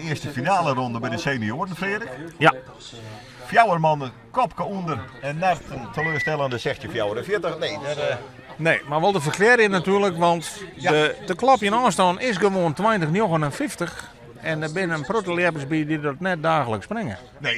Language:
Western Frisian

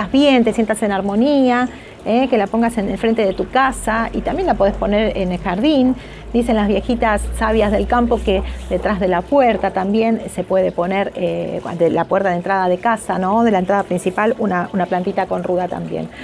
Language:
Spanish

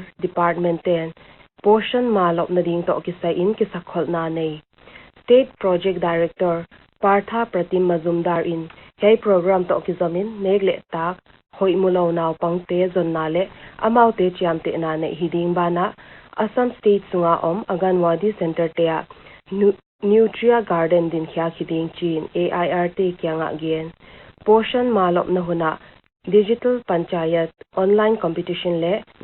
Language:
Paite Chin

